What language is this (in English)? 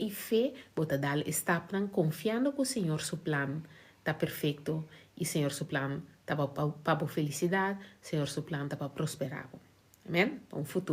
Papiamento